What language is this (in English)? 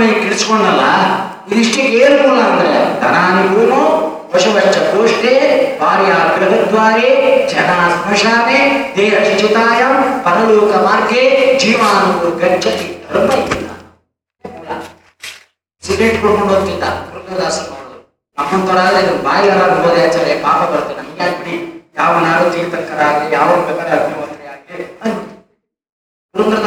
Kannada